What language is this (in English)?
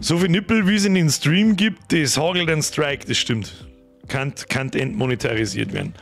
Bavarian